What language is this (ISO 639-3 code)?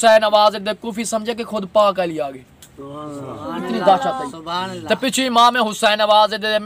skr